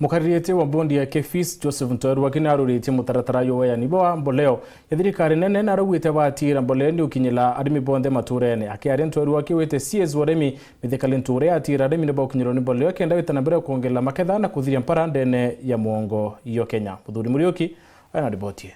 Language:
Meru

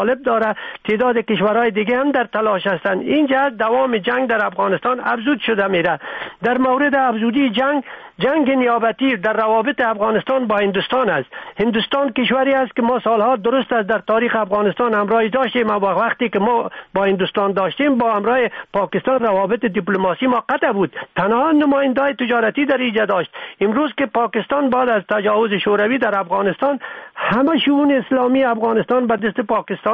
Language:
Persian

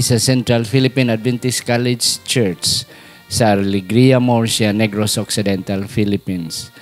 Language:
Hiligaynon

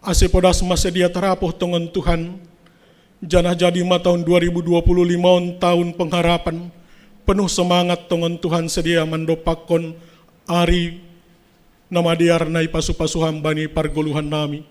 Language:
Batak Simalungun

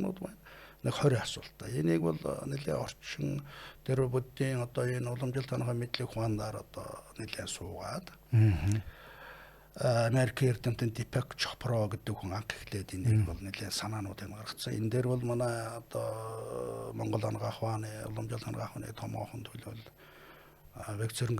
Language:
Mongolian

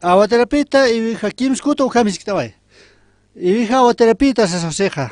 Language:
Aymara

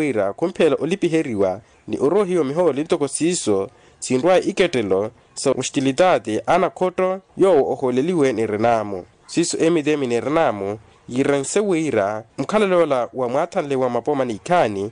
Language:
Makhuwa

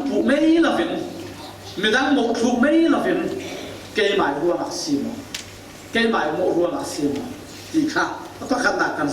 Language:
Falam Chin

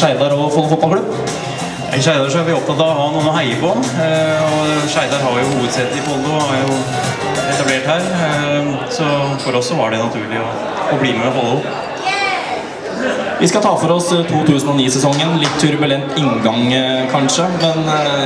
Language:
Norwegian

